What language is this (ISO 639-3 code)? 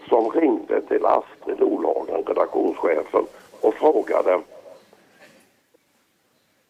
swe